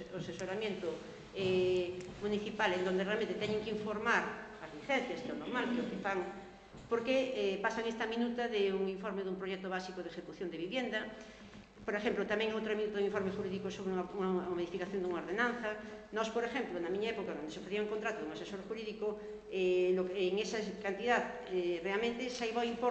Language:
Galician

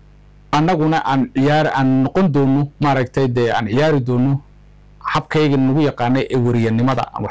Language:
Somali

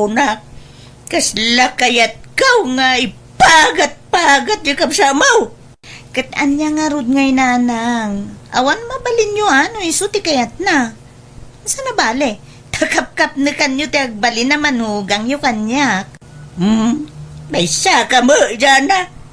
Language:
Iloko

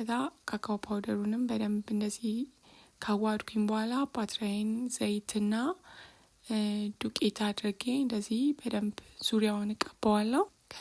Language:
Amharic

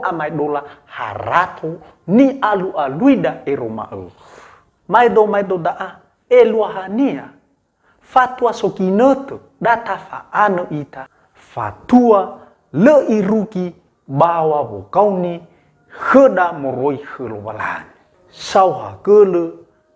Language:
Nias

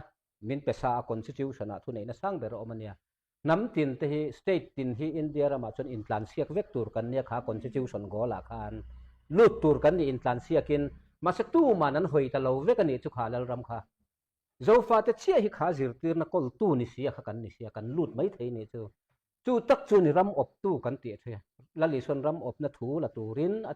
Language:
Mizo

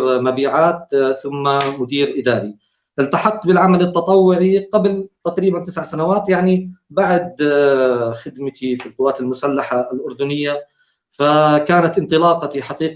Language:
North Levantine Arabic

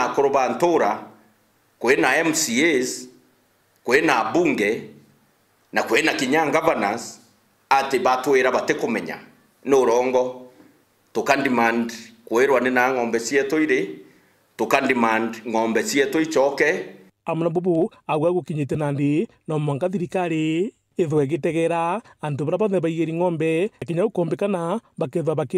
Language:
Meru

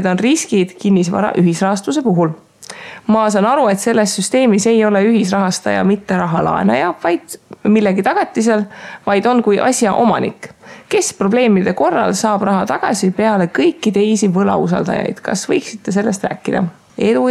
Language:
Estonian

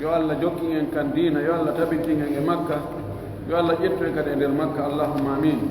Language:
Pular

